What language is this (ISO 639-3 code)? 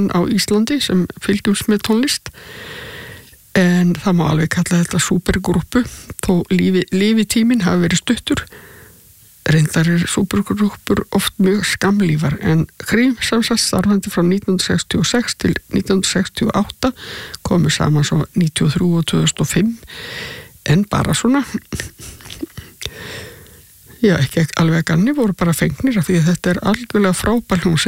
isl